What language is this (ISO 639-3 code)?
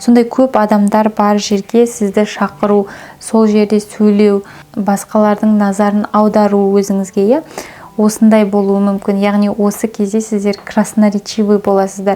kaz